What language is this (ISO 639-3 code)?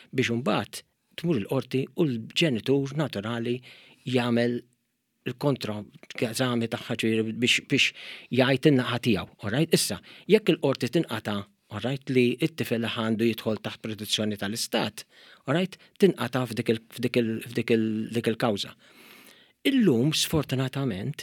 mlt